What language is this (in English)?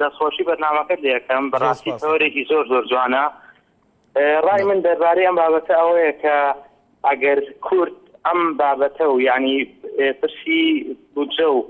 Central Kurdish